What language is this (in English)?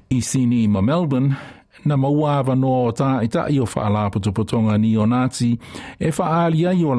Samoan